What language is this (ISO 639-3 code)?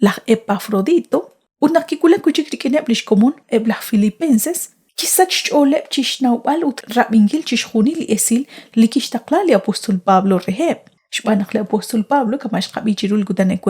kek